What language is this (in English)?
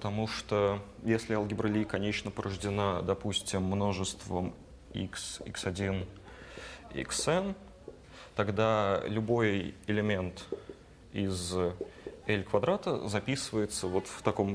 Russian